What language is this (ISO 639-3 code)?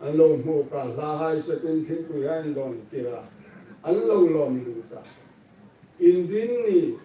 hmr